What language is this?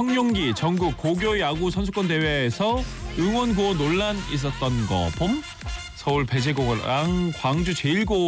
Korean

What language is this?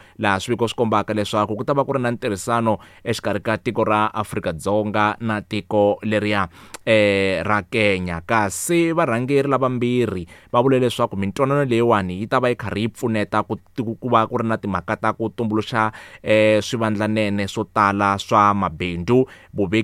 Tsonga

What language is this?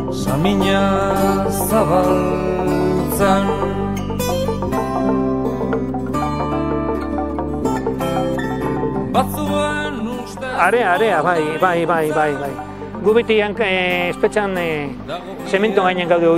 Basque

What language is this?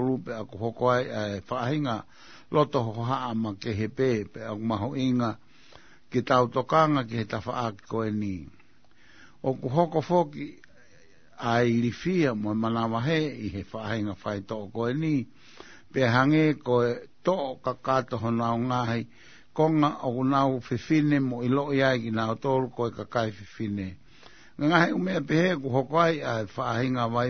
Tongan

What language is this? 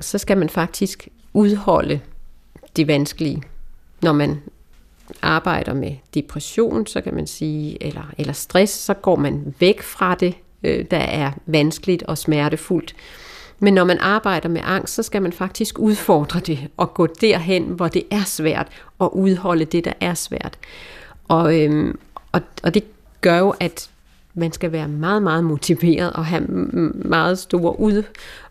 Danish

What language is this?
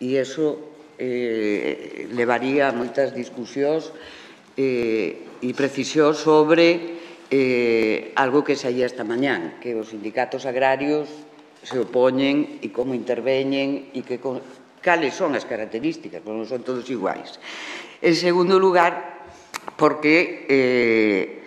Galician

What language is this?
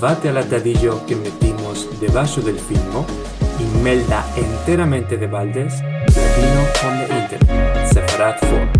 Ladino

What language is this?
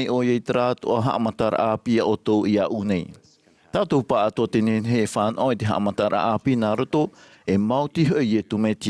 Tahitian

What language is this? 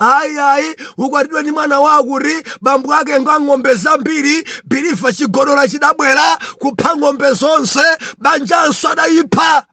Nyanja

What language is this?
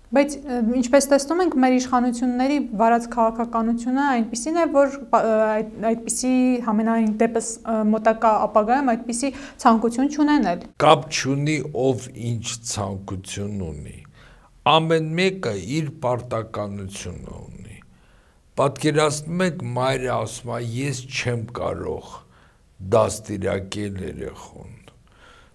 Armenian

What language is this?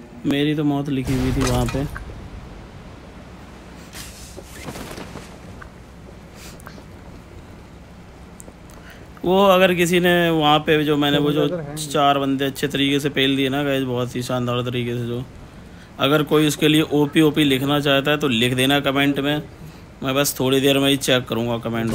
Hindi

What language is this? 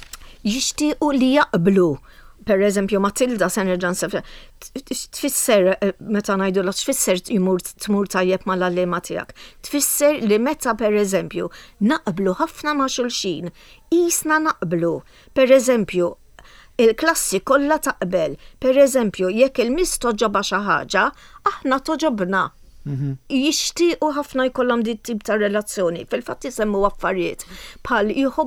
Maltese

